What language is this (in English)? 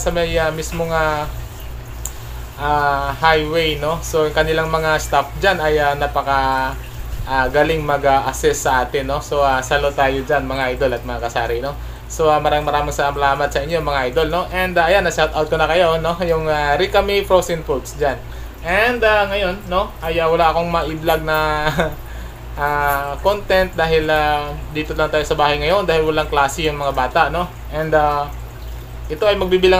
Filipino